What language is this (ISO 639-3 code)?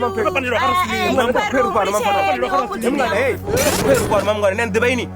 ven